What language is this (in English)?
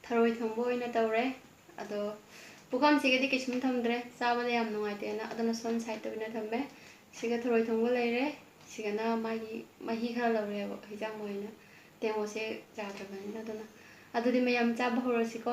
Manipuri